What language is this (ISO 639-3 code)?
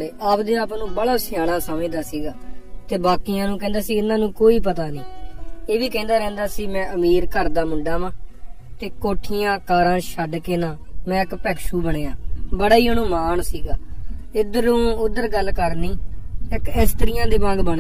pan